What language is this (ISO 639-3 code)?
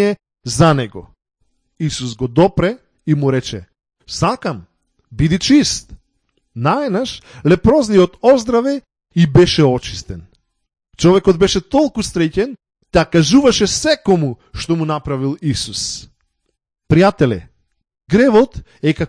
mkd